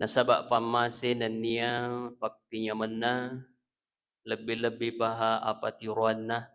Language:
Buginese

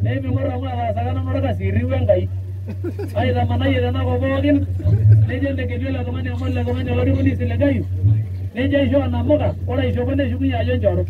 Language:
Masai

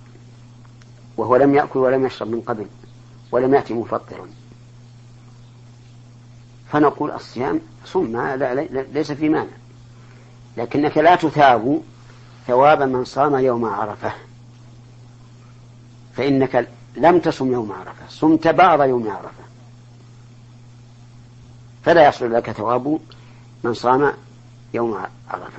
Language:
Arabic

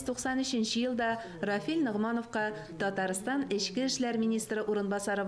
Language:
Tatar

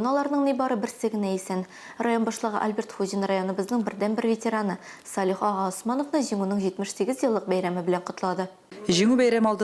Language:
Tatar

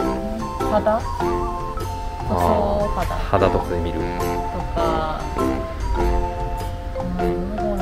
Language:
Japanese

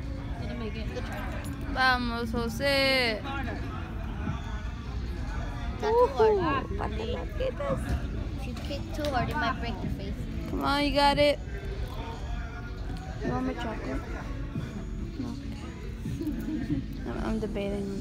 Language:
English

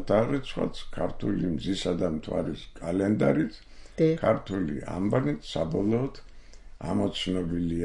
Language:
Georgian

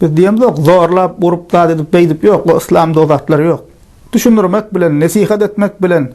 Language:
Turkmen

